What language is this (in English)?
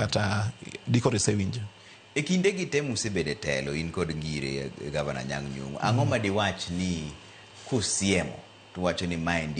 Luo (Kenya and Tanzania)